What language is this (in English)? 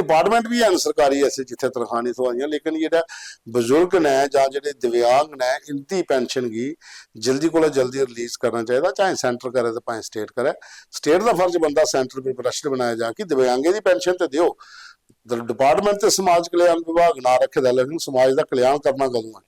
Dogri